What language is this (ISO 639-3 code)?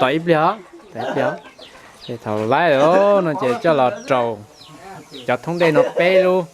hmn